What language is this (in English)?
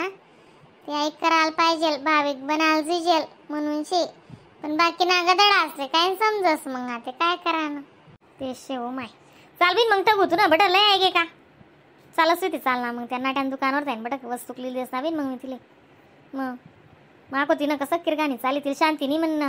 Khandesi